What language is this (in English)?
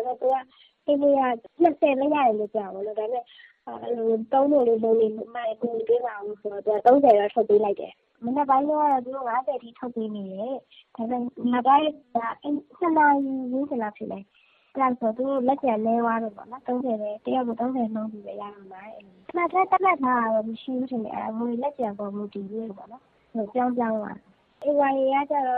Burmese